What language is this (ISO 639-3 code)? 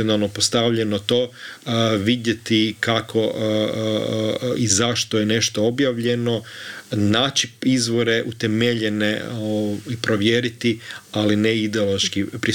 hrv